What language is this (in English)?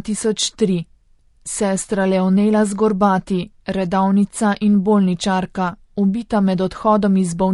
Slovenian